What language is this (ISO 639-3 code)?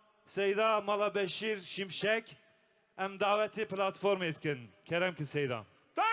kur